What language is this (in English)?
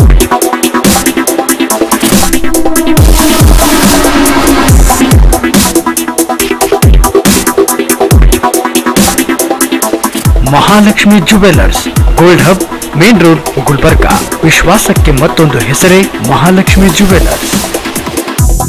Kannada